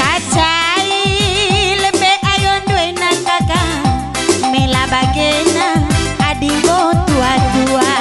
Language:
Batak Karo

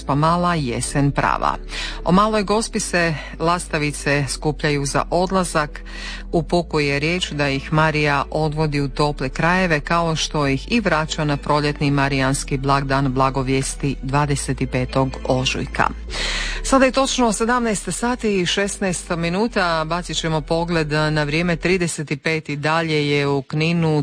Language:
Croatian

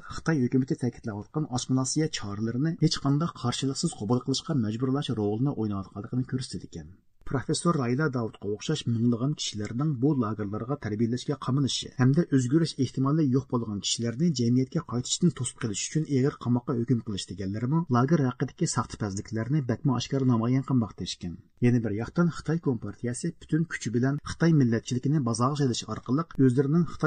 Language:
Uyghur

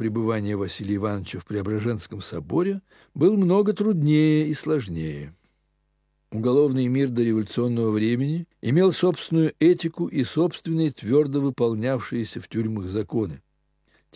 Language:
Russian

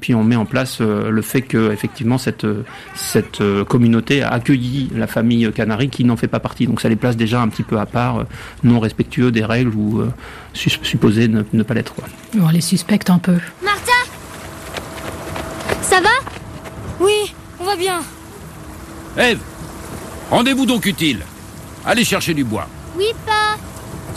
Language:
French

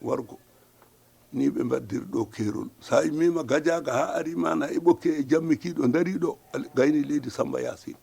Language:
Fula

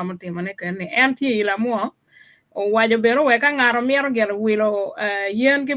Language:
Acoli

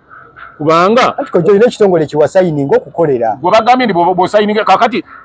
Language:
Ganda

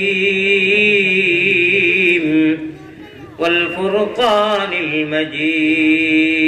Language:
Sylheti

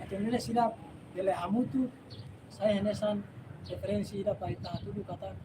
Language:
Tetum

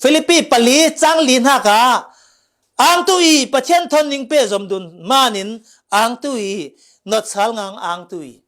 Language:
Falam Chin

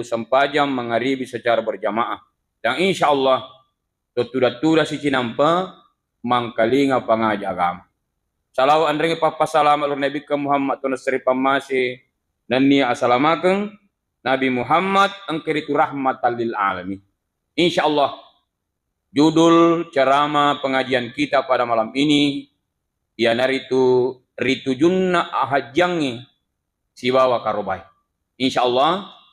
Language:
Buginese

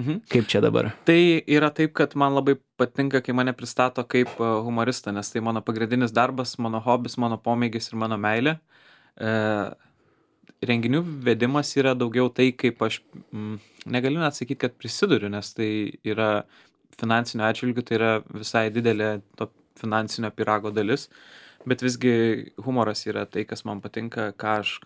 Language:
Lithuanian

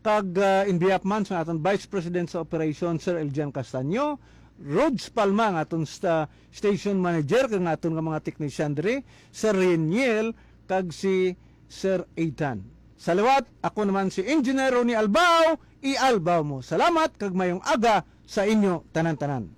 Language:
Hiligaynon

